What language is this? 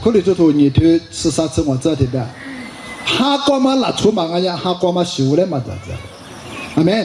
Lisu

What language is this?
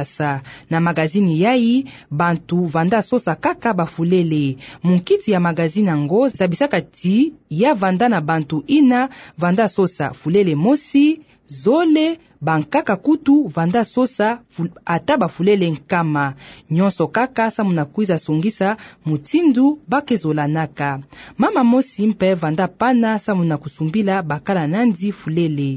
Kituba (Democratic Republic of Congo)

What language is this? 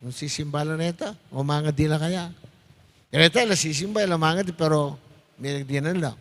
Pampanga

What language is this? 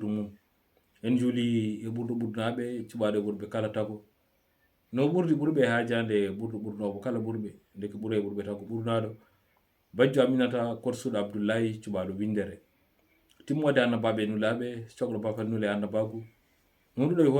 Fula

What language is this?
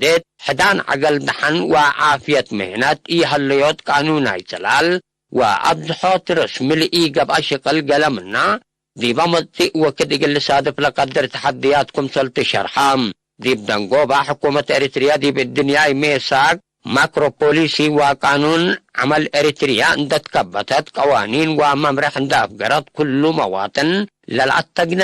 Tigre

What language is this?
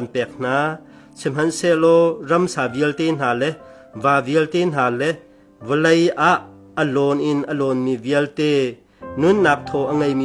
Hakha Chin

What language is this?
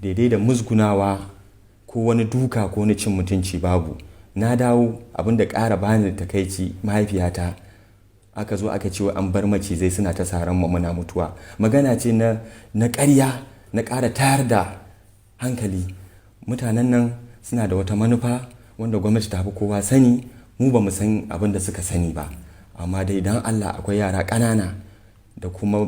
Hausa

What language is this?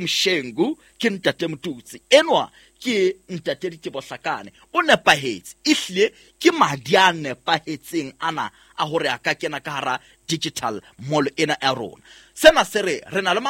Southern Sotho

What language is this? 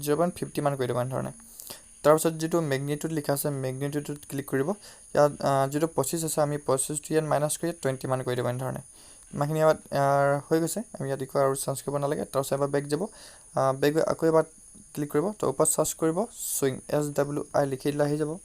Assamese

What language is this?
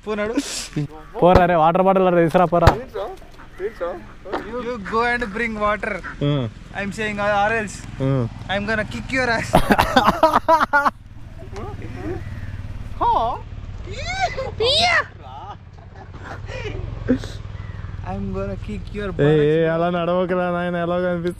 Telugu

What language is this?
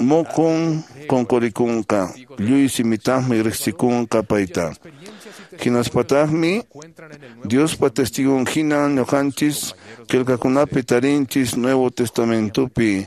Quechua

